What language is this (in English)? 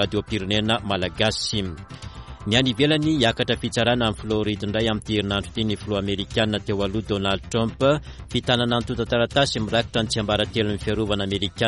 Malagasy